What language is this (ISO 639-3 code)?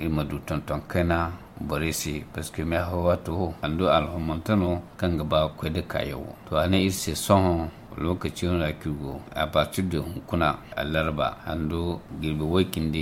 dje